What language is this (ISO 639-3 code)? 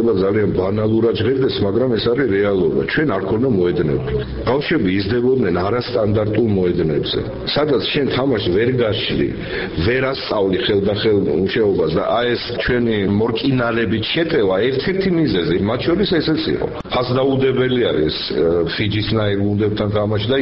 kat